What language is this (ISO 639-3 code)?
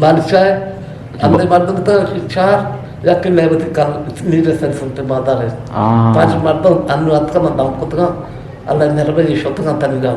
bgp